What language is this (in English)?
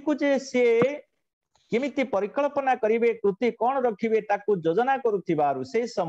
Odia